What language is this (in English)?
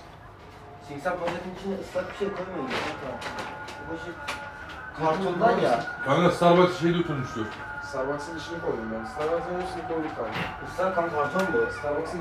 Turkish